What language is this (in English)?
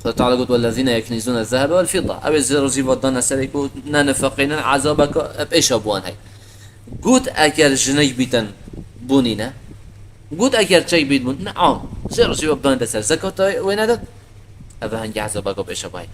Kurdish